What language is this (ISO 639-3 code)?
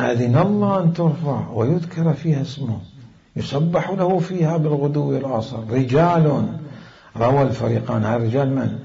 acm